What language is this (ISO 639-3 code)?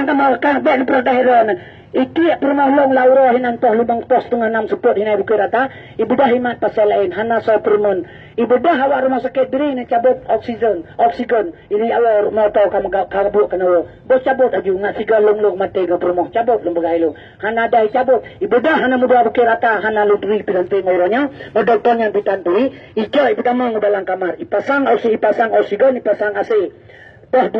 ace